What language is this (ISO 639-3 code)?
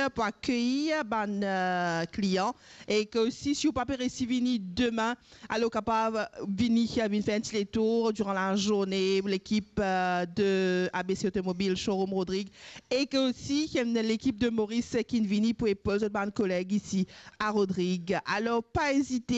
mfe